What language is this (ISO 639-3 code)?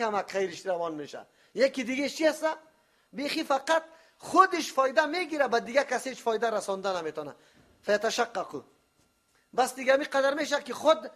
fas